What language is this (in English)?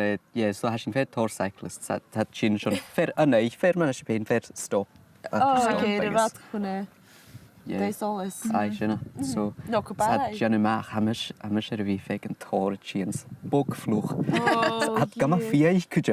Scottish Gaelic